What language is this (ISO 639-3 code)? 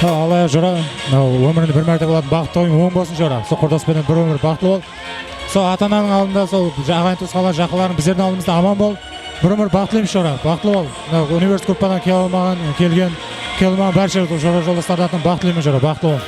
kaa